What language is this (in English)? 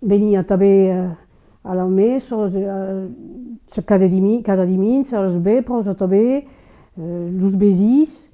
Occitan